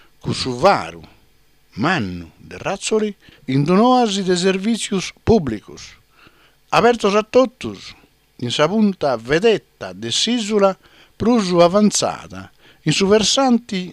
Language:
Sardinian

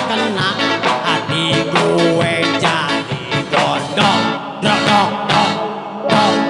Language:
Betawi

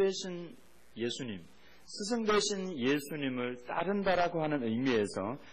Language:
Korean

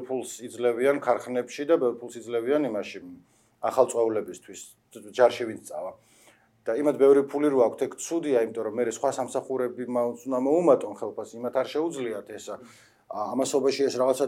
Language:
Georgian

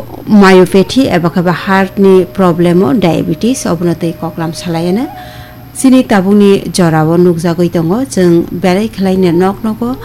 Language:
Kok Borok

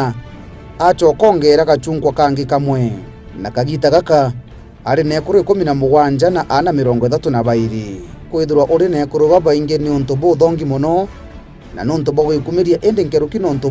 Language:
Meru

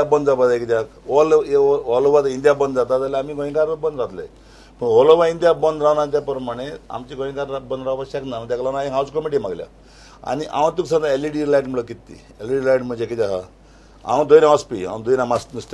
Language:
Konkani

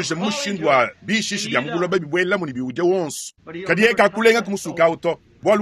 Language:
Luba-Lulua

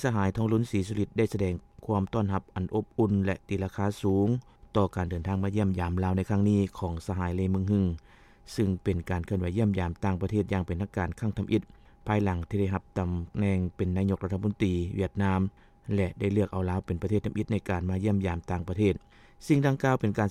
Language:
Lao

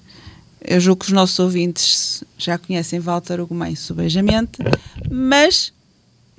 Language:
Portuguese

